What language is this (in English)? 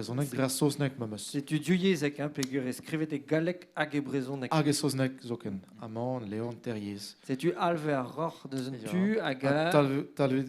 Breton